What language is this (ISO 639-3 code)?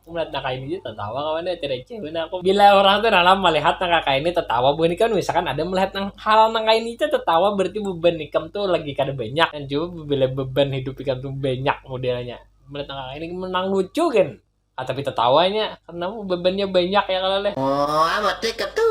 bjn